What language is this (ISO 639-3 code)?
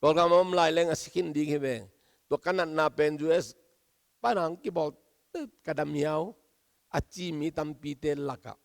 ctd